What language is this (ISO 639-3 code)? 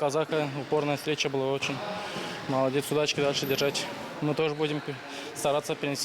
gag